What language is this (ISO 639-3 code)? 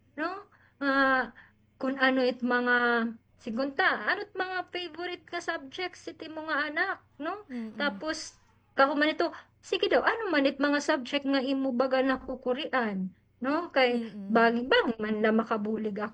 war